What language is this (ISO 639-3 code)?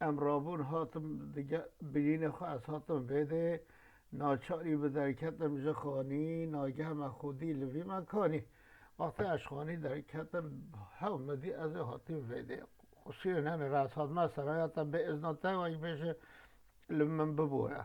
kur